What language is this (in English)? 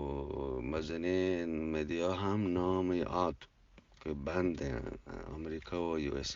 Eastern Balochi